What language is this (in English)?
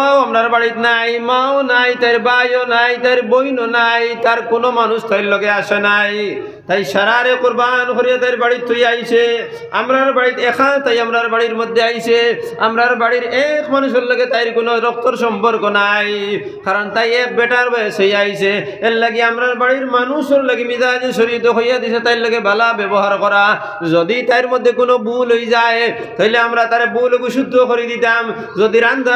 Sylheti